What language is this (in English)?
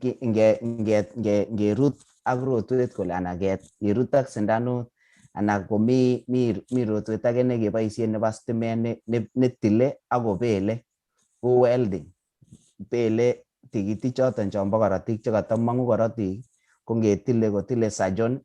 Kalenjin